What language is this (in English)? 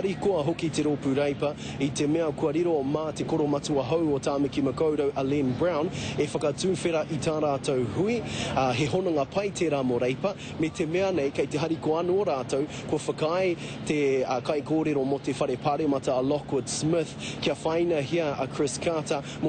Māori